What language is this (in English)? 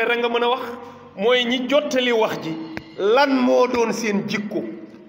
Wolof